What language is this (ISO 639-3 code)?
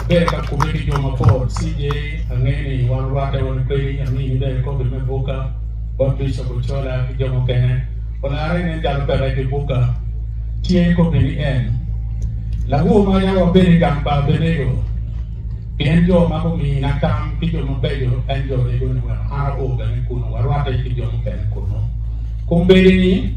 ach